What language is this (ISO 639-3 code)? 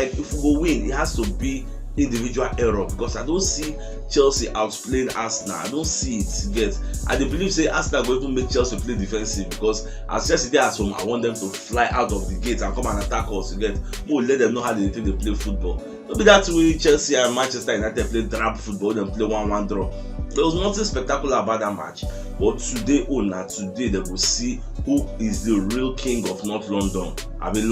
pcm